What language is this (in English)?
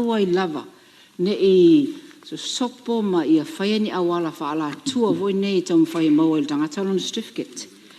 Samoan